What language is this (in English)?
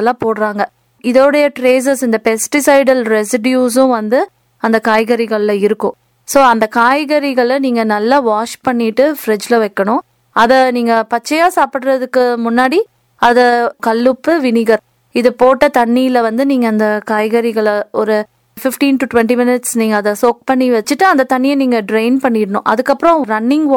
Tamil